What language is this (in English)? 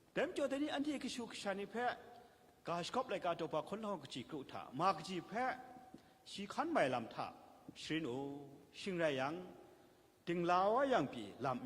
Kachin